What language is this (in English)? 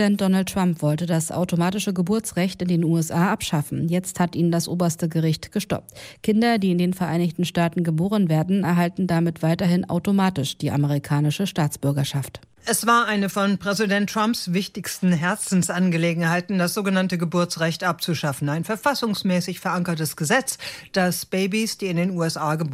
German